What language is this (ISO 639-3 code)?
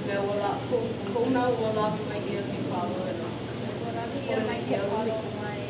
haw